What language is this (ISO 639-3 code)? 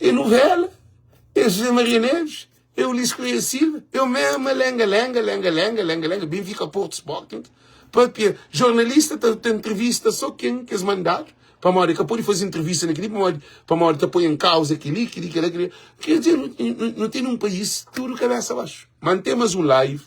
kea